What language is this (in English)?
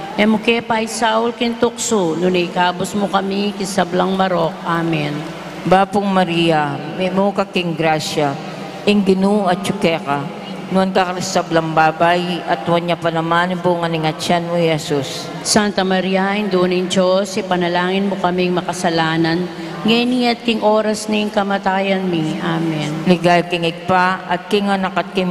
Pampanga